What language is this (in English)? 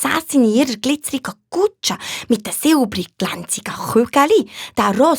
Swiss German